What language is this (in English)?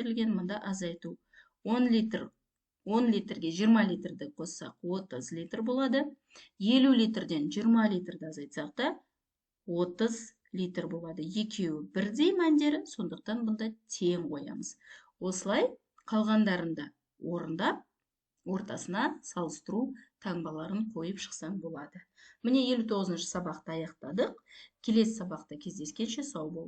Kazakh